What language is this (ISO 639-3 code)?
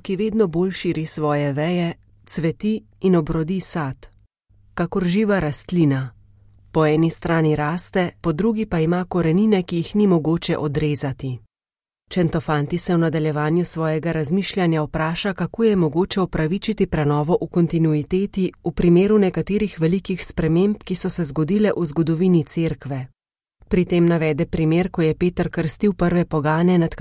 slv